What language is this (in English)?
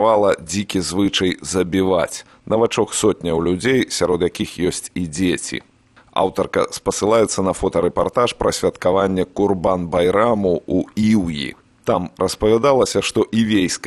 Belarusian